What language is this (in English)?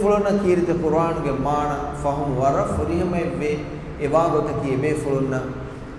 Divehi